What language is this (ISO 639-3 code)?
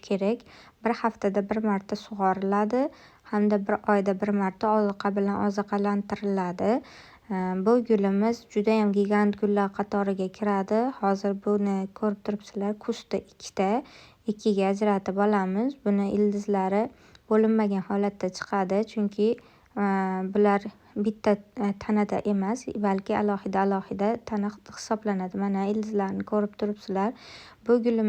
uzb